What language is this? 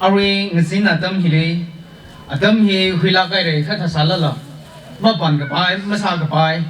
Tangkhul Naga (India)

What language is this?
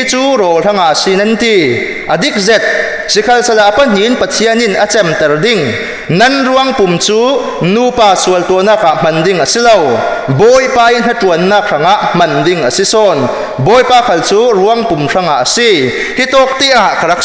Falam Chin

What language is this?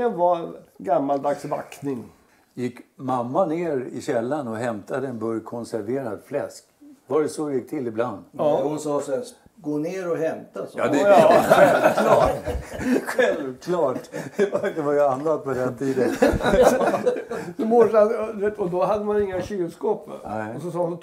Swedish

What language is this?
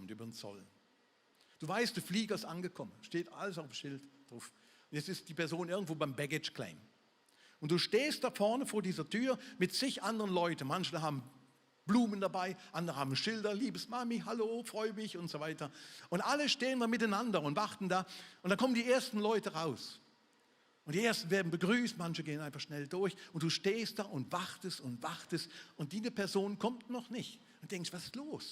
Swiss German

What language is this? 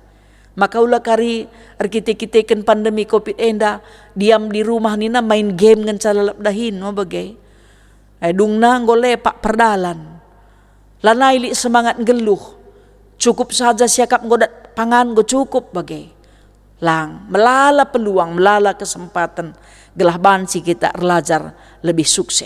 Batak Karo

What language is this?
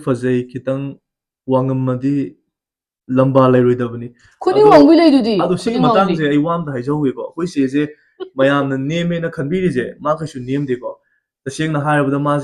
Manipuri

